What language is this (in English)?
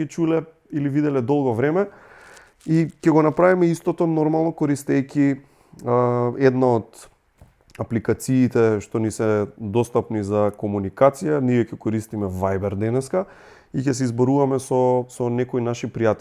Macedonian